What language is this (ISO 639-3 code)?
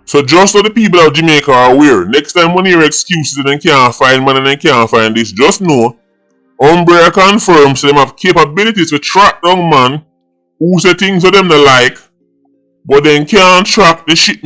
jam